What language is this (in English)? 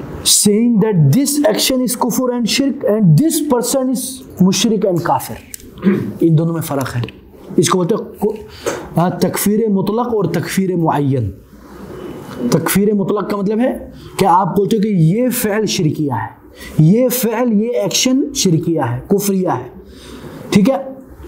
Urdu